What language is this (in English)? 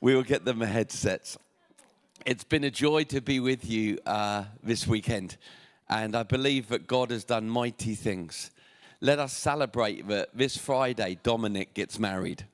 English